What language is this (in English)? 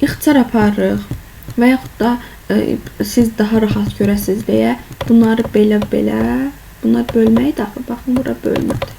Azerbaijani